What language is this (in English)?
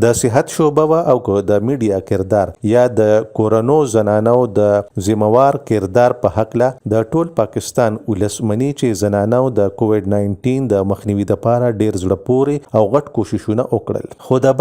Pashto